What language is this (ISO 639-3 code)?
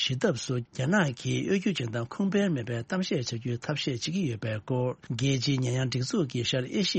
bod